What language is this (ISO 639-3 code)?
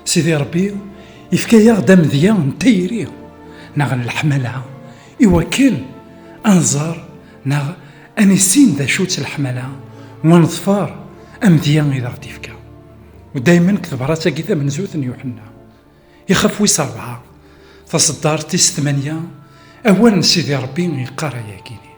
kab